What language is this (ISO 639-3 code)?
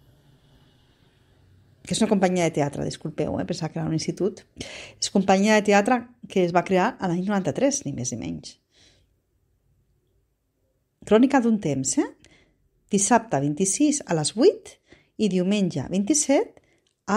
cat